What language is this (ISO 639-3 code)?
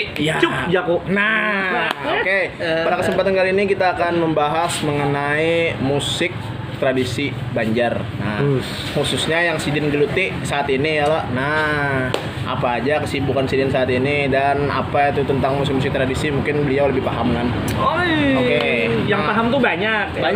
bjn